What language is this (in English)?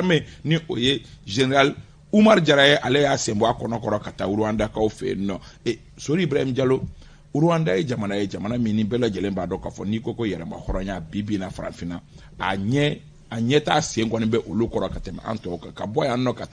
Bambara